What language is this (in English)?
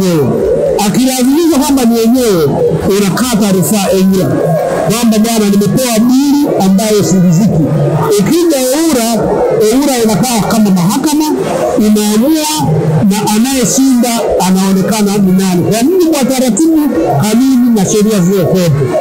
Swahili